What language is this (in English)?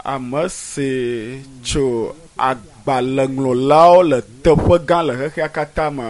Ewe